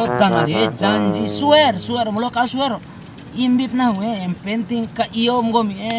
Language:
Bima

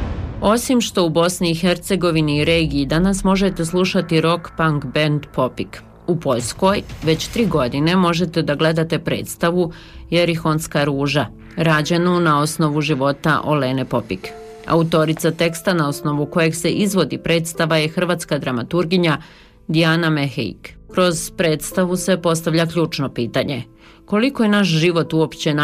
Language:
Bosnian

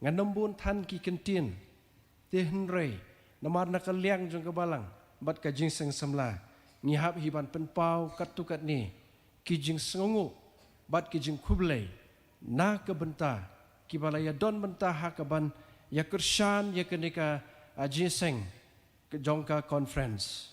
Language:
Khasi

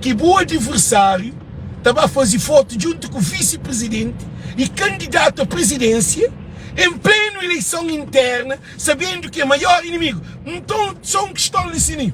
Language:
Kabuverdianu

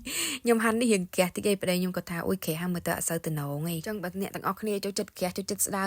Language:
Khmer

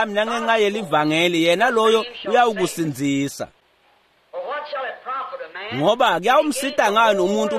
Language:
Swati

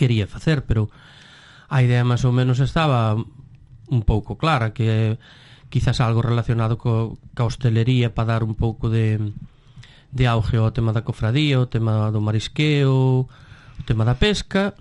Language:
Galician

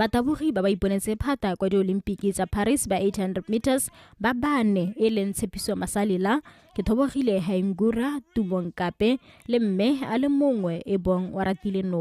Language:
Tswana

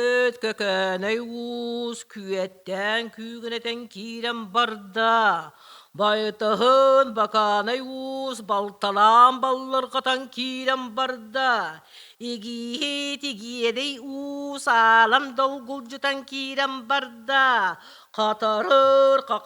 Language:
Yakut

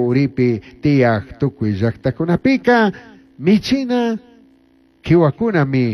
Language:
Chimborazo Highland Quichua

